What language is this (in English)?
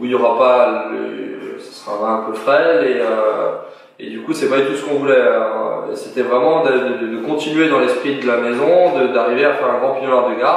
French